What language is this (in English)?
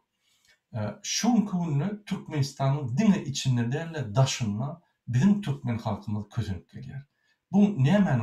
Turkmen